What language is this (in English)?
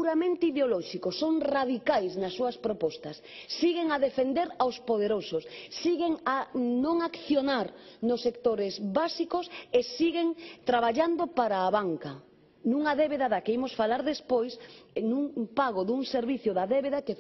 Galician